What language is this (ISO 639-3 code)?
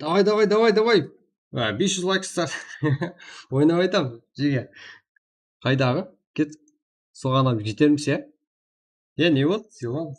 kaa